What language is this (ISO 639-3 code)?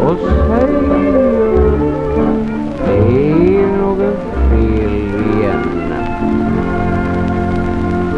swe